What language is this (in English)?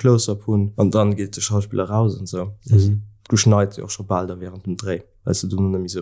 Luxembourgish